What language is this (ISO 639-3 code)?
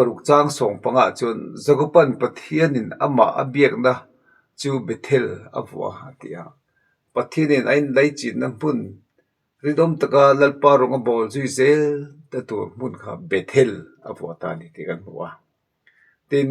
lus